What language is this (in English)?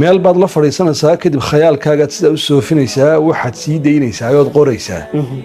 Somali